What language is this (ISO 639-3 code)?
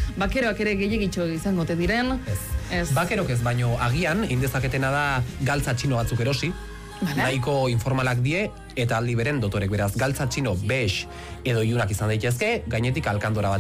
eus